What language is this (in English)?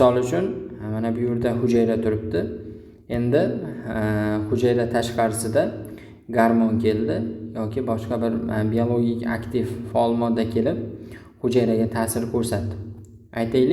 Uzbek